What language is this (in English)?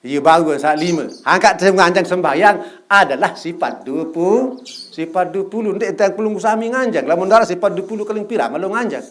Sasak